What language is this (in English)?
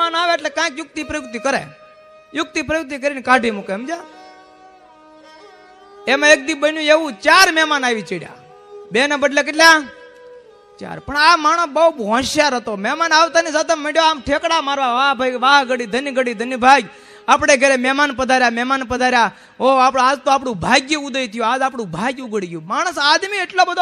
Gujarati